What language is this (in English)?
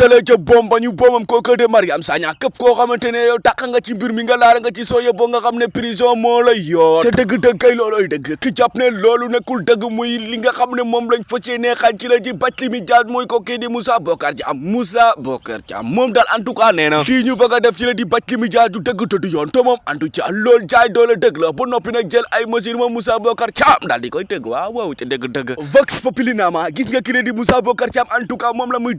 Wolof